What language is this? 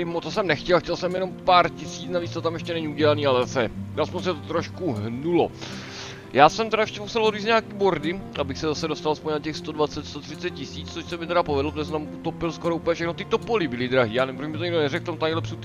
Czech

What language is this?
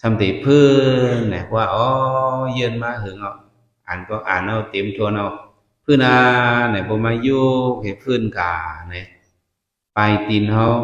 Shan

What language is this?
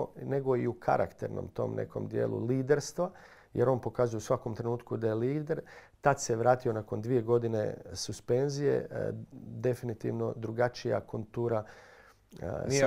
Croatian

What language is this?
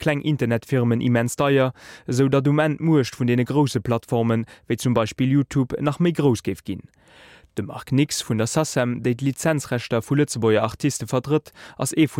Luxembourgish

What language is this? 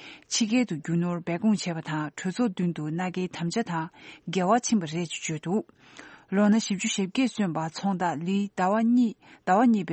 Tibetan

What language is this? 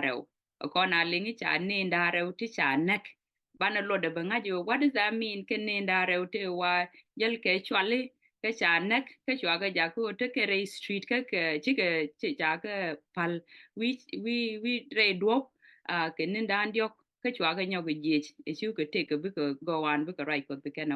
Nuer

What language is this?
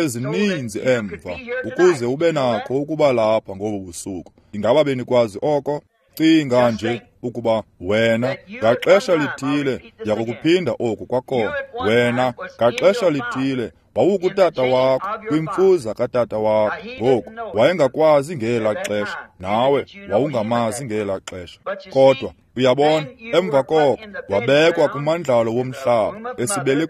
Xhosa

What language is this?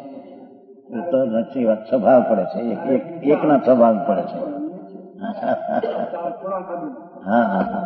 Gujarati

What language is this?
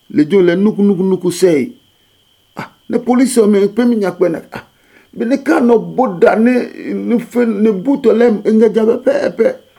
Adangme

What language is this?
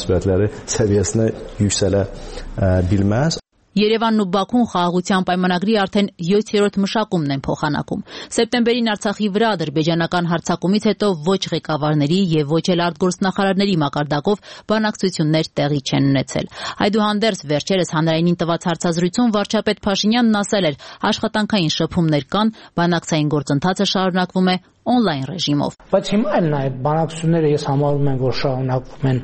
Armenian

